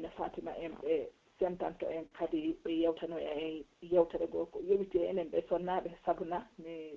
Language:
Pular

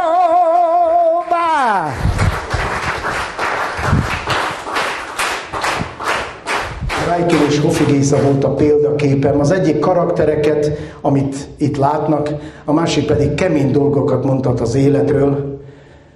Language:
Hungarian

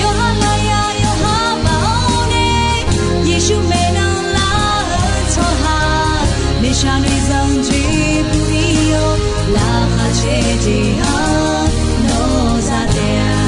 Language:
Akha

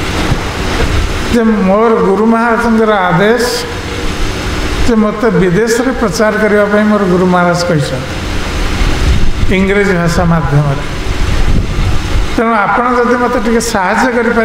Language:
Odia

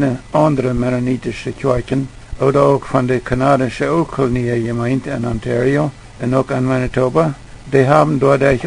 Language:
Plautdietsch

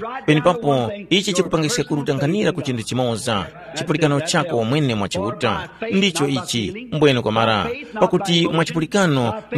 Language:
Tumbuka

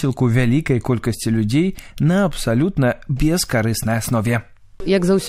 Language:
Belarusian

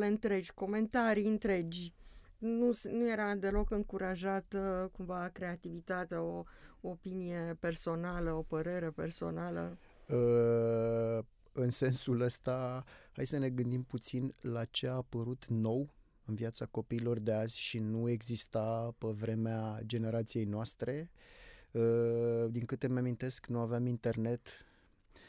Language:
Romanian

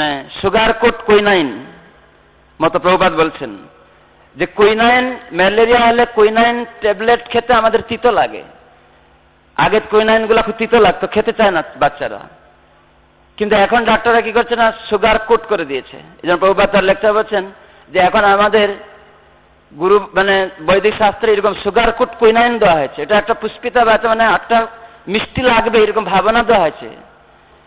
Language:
Bangla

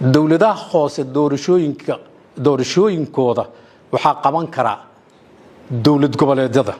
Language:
Somali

